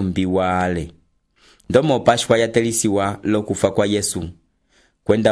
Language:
Umbundu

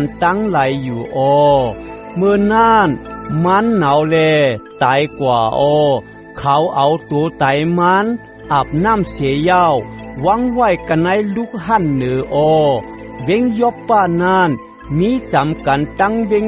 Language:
Shan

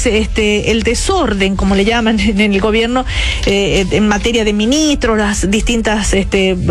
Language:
Spanish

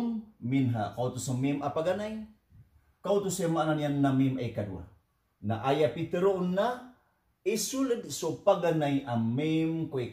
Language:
Maranao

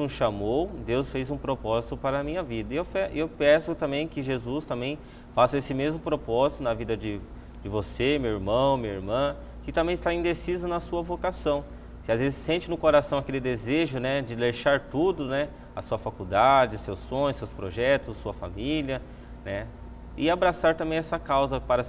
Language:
Portuguese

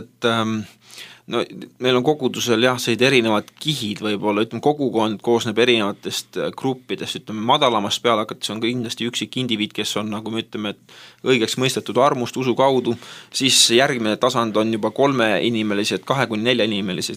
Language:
Estonian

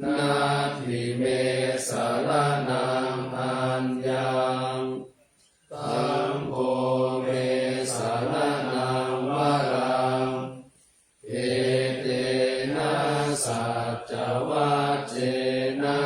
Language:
Pali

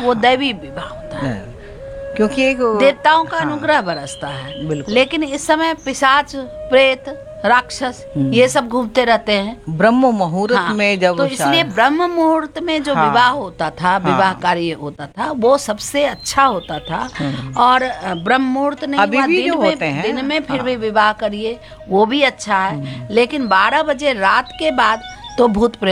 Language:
Hindi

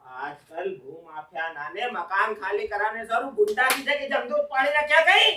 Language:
Rajasthani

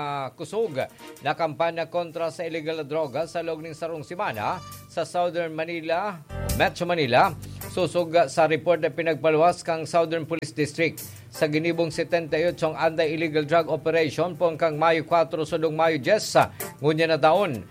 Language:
Bikol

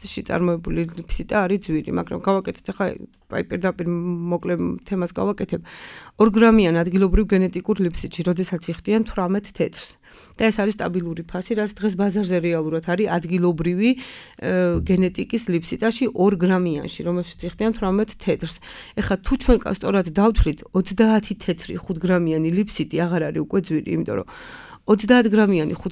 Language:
Georgian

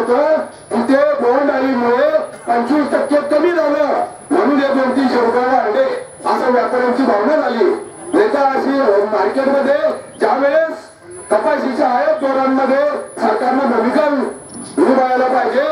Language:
Marathi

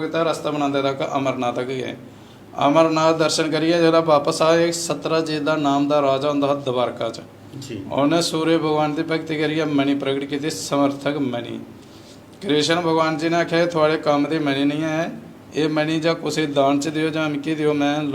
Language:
Dogri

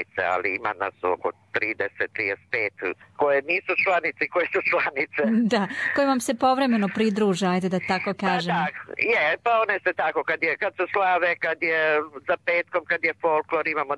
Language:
Serbian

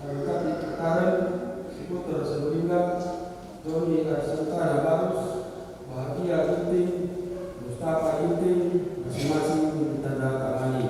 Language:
Batak Karo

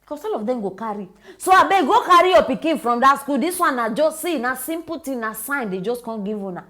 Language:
Nigerian Pidgin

